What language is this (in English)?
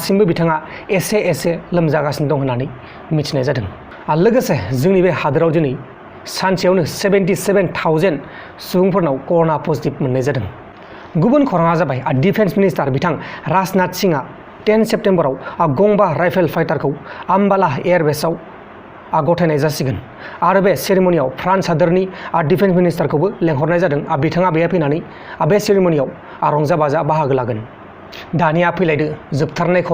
Bodo